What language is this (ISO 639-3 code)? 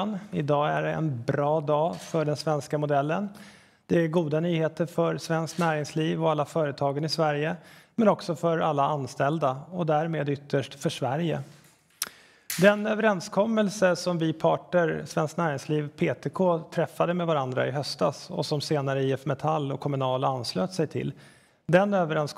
swe